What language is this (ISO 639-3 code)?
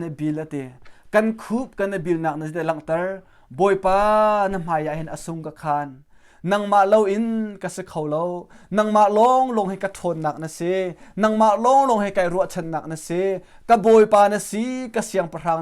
cnh